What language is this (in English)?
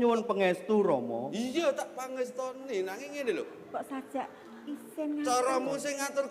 Javanese